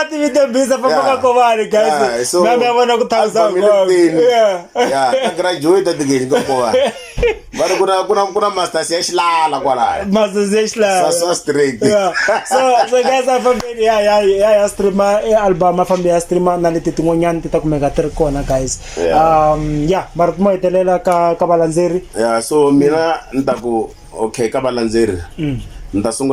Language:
Tsonga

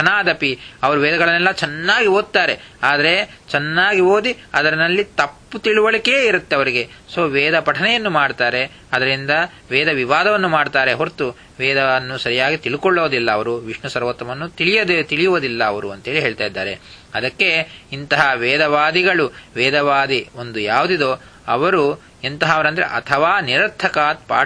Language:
Kannada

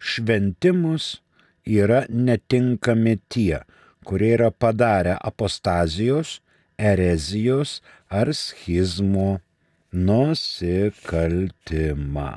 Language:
Lithuanian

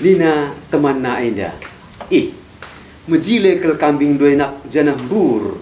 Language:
Batak Karo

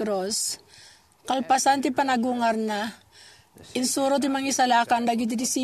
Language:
Iloko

